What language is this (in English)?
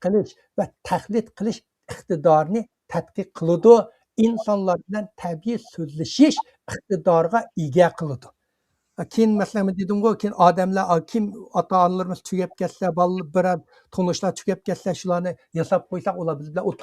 Uyghur